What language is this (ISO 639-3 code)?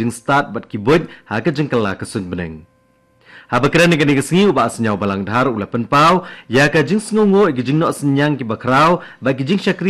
kha